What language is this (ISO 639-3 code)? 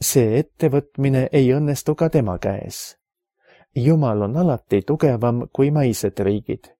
est